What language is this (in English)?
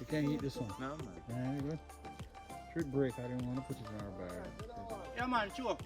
Jamaican Creole English